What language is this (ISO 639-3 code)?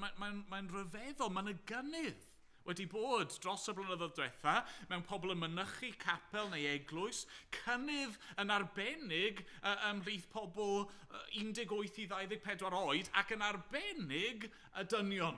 cym